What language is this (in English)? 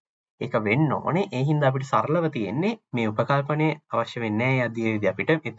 Sinhala